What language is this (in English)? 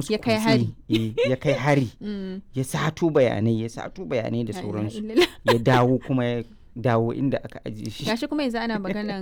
Hausa